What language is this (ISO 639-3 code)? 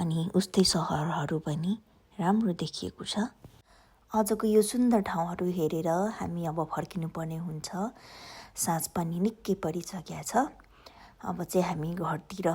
nep